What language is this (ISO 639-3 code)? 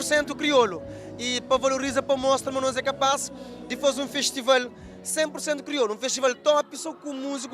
kea